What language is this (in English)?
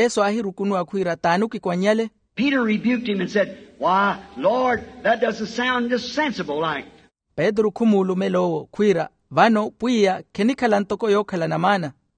Makhuwa